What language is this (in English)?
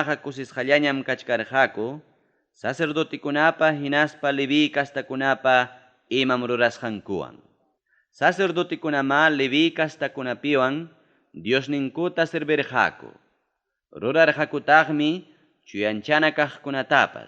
Ayacucho Quechua